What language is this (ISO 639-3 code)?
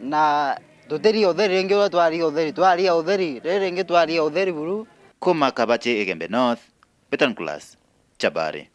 mer